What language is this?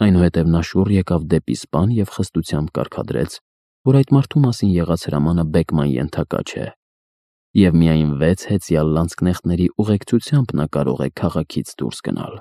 Armenian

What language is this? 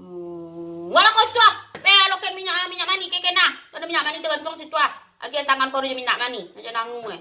Minangkabau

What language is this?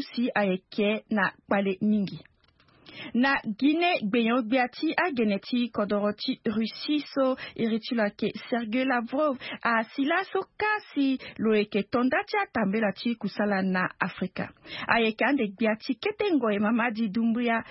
Sango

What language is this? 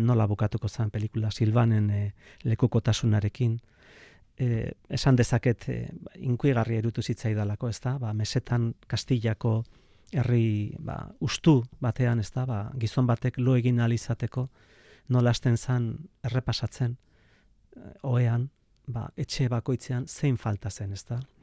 Basque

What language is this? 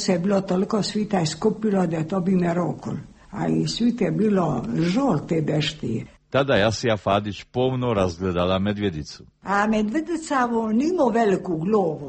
Croatian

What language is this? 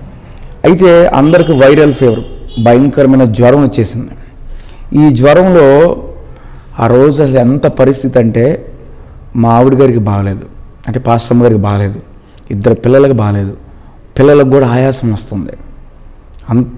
Telugu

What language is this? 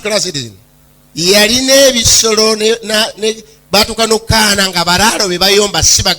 Ganda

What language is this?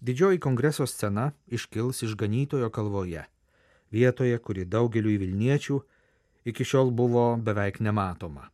Lithuanian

